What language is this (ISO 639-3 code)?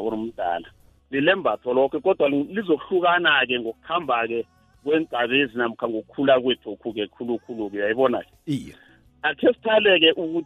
nbl